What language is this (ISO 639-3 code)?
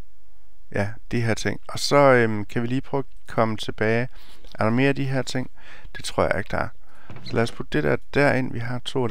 dan